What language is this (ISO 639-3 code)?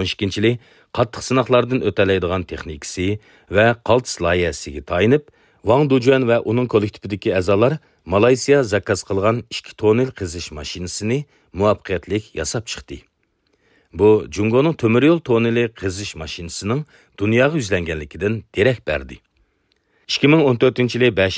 uig